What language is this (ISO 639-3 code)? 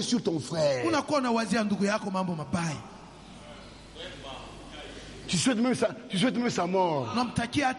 swa